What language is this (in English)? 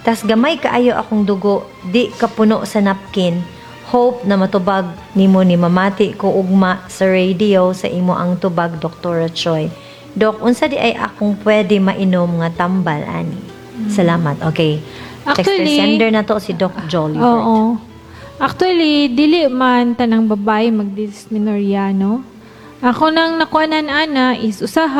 Cebuano